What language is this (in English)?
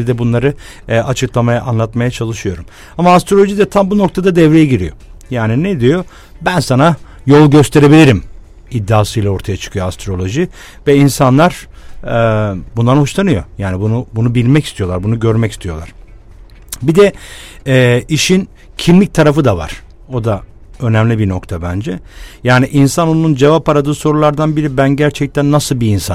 Turkish